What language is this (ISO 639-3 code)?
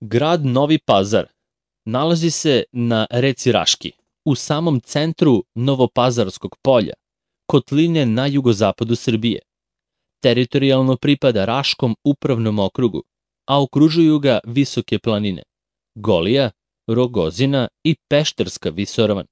srp